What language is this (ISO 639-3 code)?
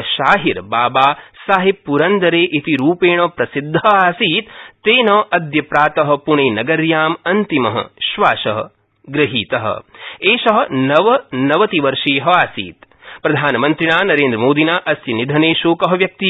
san